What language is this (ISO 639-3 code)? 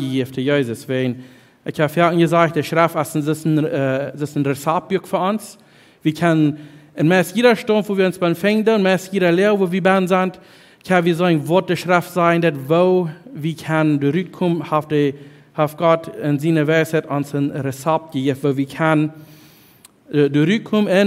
pdt